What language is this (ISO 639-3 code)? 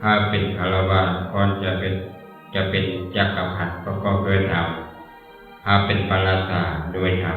lao